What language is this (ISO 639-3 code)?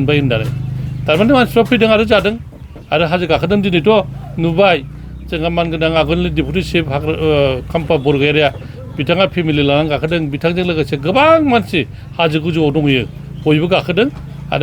brx